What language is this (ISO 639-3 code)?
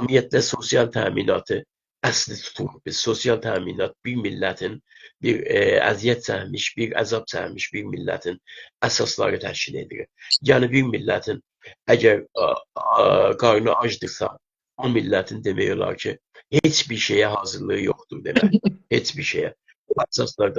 azb